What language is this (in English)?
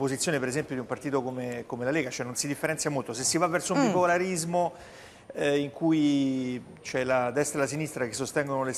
Italian